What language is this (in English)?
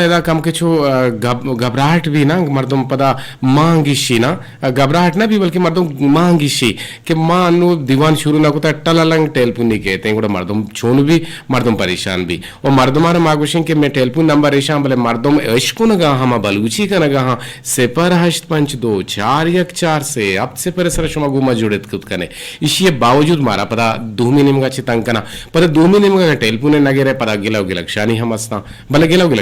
Eastern Balochi